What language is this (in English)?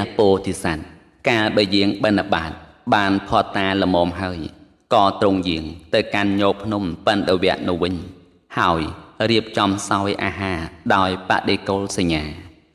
Khmer